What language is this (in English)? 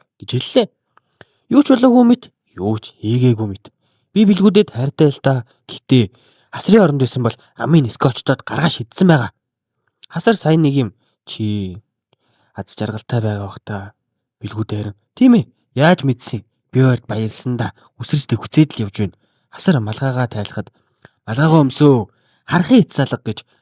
Mongolian